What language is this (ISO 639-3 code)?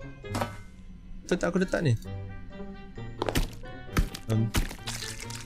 msa